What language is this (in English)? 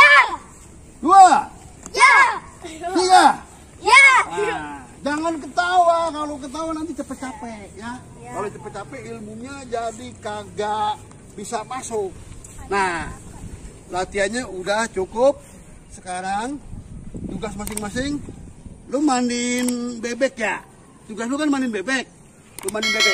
Betawi